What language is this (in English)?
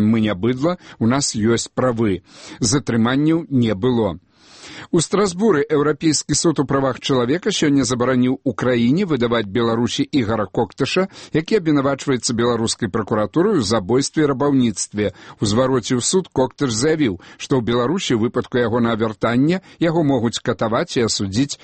Belarusian